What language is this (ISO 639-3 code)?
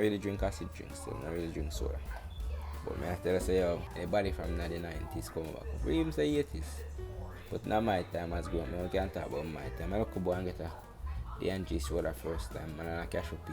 jam